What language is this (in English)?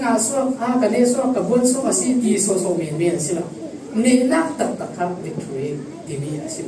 Falam Chin